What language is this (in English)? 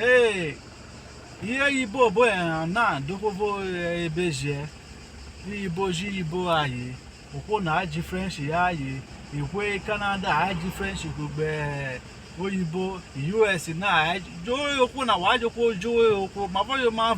Urhobo